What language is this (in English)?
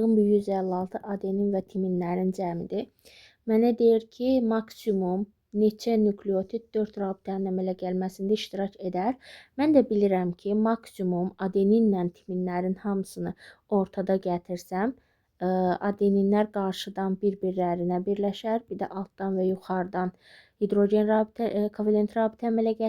Azerbaijani